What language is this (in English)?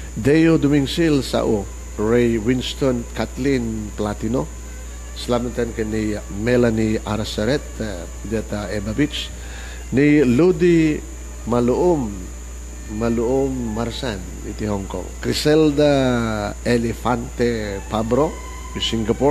Iloko